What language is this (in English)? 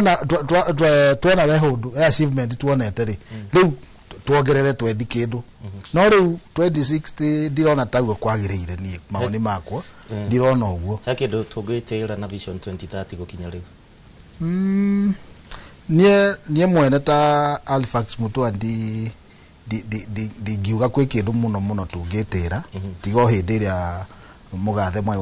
Kikuyu